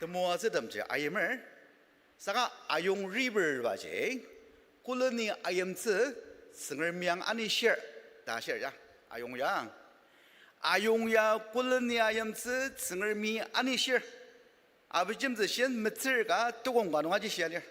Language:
Ao Naga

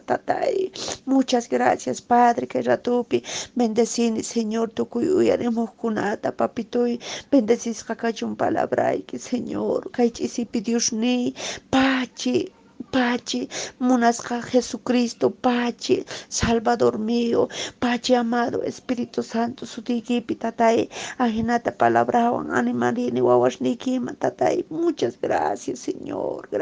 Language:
Quechua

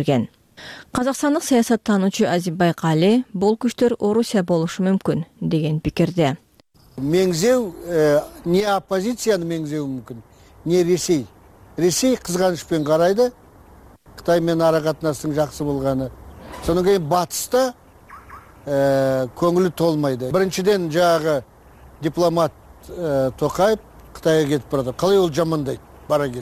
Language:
Kyrgyz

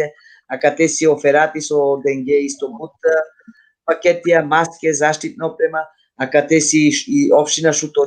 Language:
Balkan Romani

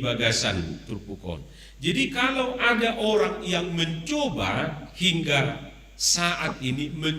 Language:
Batak Toba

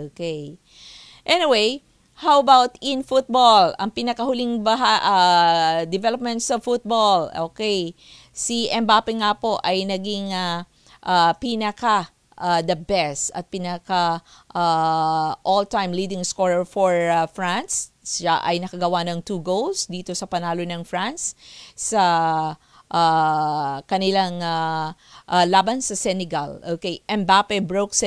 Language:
Filipino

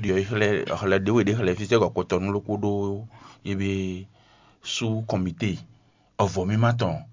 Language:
Fon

